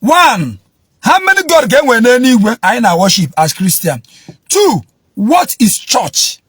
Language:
Igbo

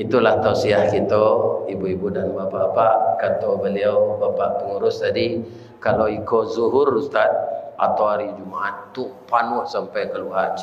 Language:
Minangkabau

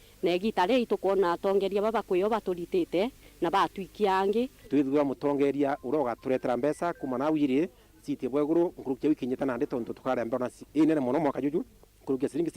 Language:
Meru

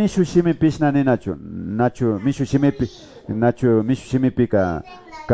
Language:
Imbabura Highland Quichua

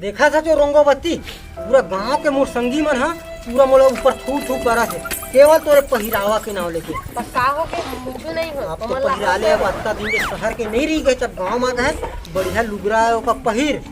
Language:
Chhattisgarhi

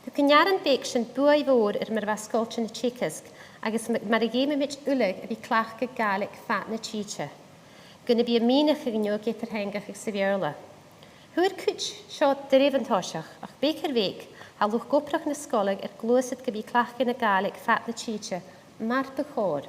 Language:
Scottish Gaelic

